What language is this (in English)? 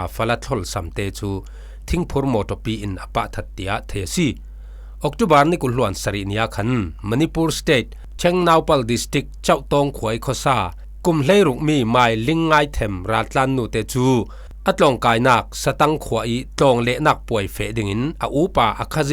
Falam Chin